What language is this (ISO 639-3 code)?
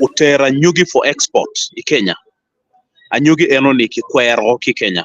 ach